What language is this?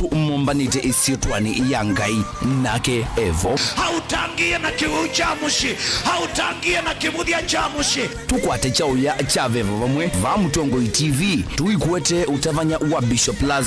Kamba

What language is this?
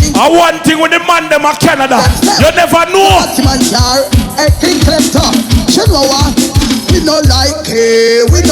Jamaican Creole English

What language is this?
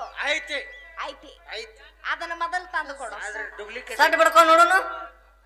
Kannada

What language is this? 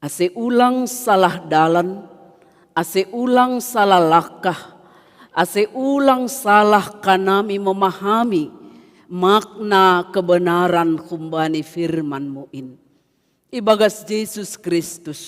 Batak Simalungun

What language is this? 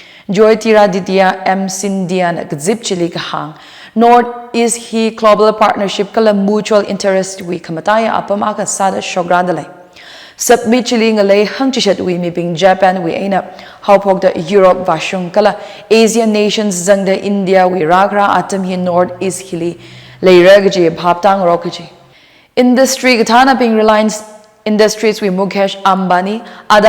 Tangkhul Naga (India)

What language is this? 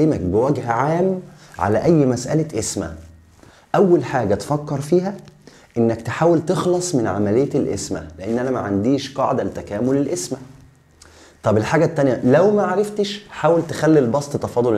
Egyptian Arabic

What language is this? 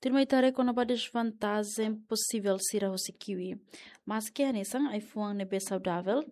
Tetum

